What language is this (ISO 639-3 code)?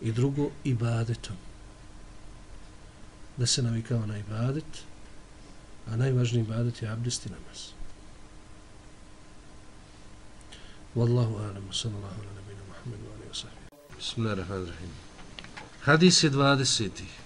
bos